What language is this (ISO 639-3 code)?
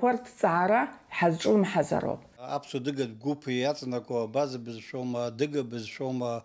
abk